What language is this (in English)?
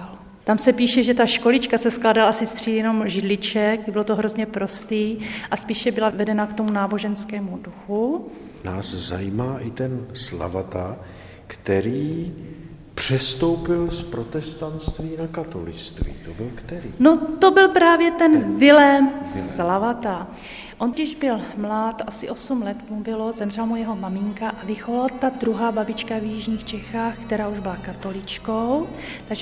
Czech